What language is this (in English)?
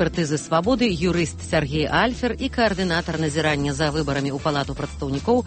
Belarusian